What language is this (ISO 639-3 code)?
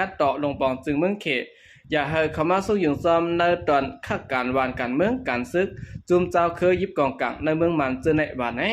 shn